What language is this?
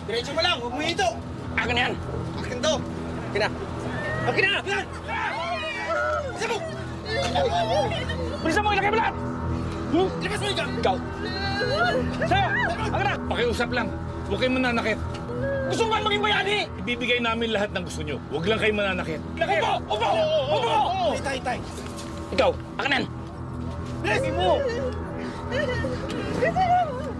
Filipino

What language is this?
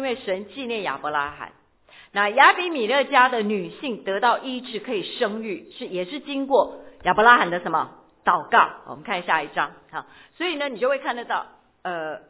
Chinese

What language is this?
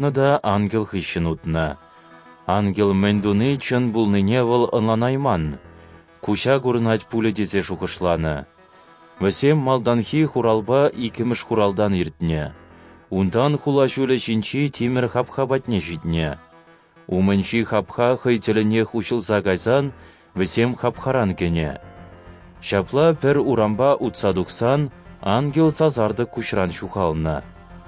Chuvash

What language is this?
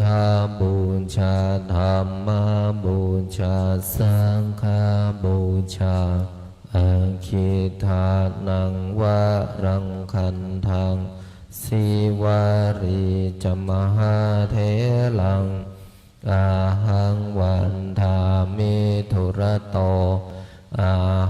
Pali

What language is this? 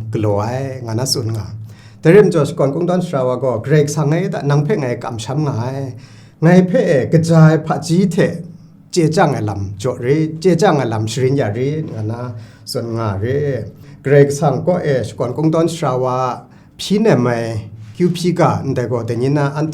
Kachin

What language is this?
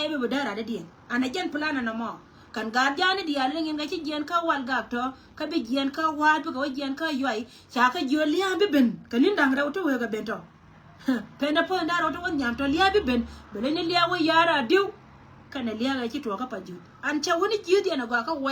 Nuer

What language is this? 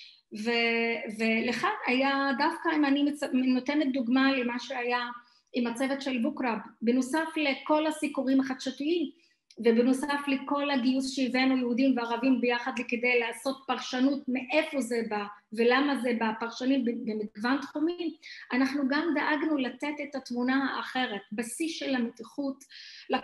Hebrew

